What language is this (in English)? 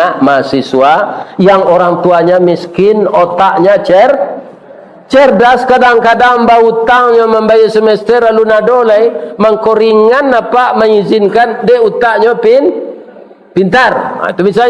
Minangkabau